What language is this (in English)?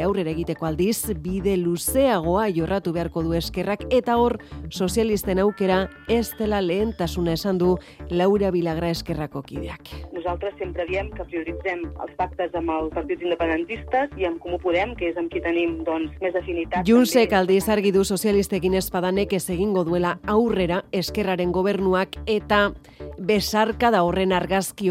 Basque